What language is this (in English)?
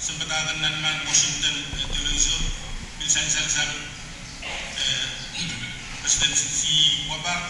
Pohnpeian